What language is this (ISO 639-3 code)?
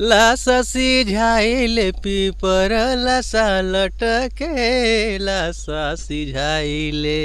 hne